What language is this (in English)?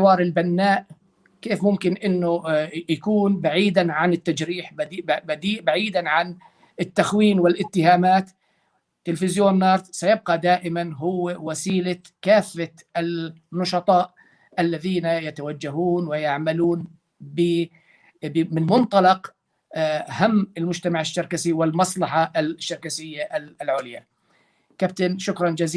North Levantine Arabic